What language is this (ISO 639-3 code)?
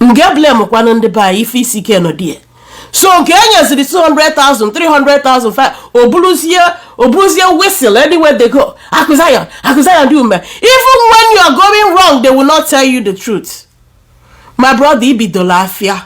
ibo